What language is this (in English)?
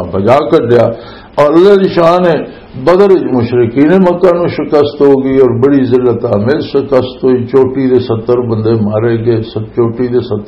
Western Panjabi